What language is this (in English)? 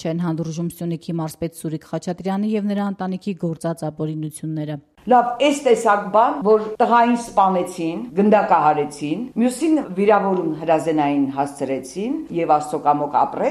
Armenian